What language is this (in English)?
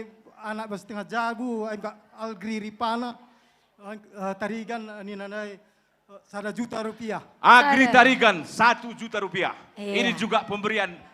Batak Karo